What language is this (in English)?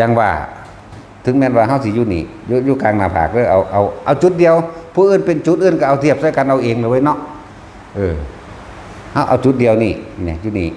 Northeastern Thai